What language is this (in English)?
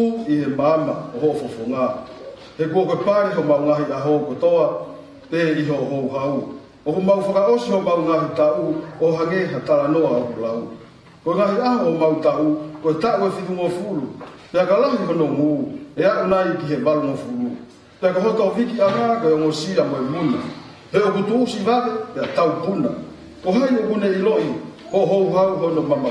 Tongan